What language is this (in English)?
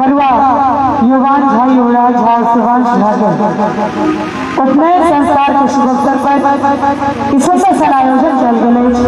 Maithili